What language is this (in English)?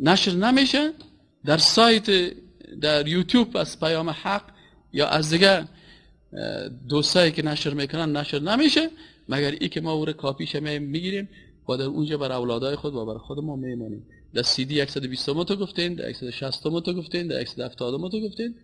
Persian